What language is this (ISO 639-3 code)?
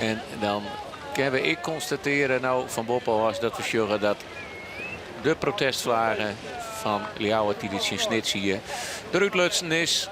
fry